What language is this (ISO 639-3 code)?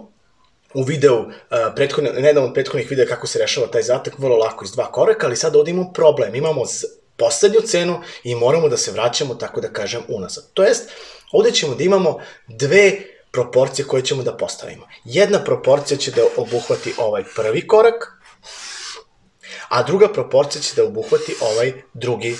srp